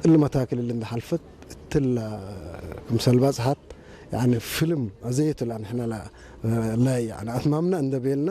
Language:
Tigre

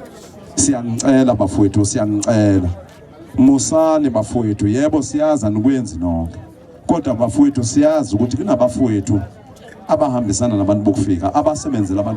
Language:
Zulu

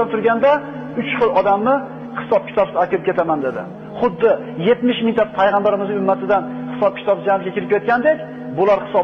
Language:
Uzbek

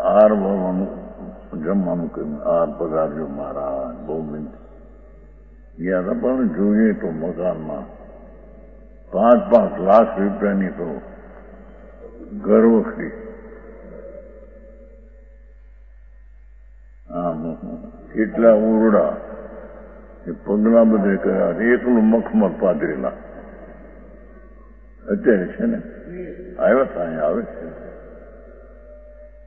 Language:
Gujarati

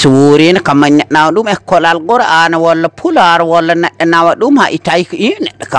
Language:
Fula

